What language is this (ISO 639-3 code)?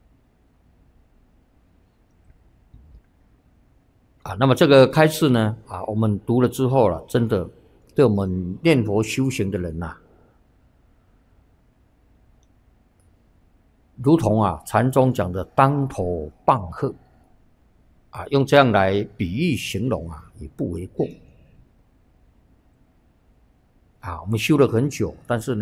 zho